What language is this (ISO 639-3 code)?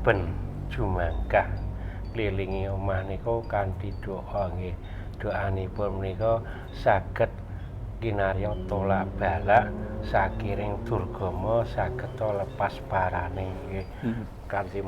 jav